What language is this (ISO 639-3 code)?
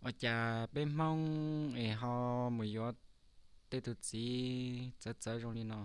hmn